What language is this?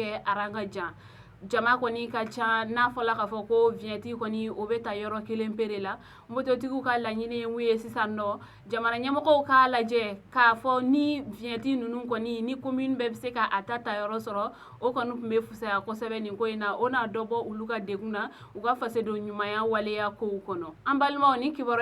Bambara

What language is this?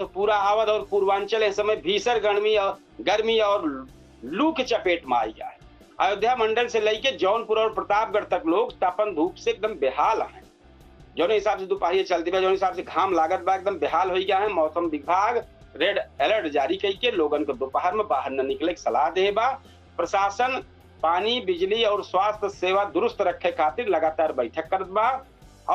Awadhi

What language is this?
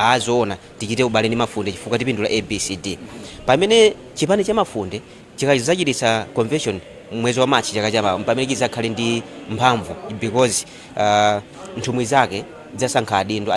Nyanja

